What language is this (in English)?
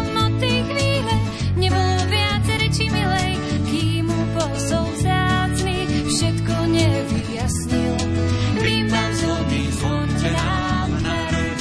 Slovak